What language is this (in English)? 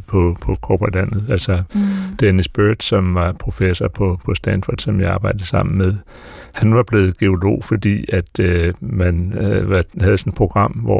Danish